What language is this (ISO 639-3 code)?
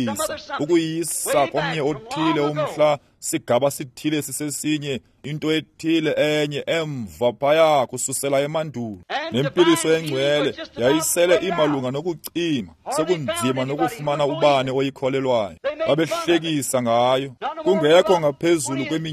xho